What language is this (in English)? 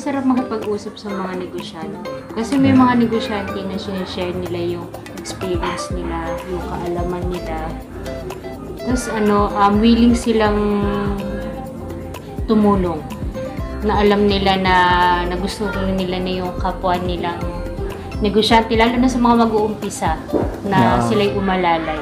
Filipino